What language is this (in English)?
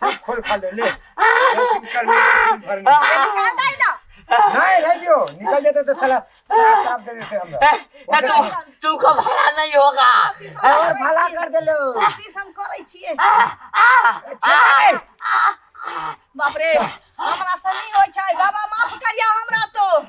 Maithili